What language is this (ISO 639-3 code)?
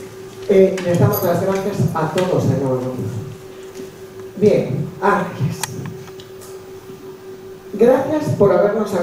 spa